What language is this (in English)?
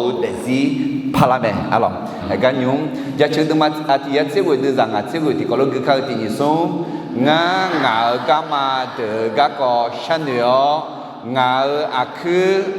Akha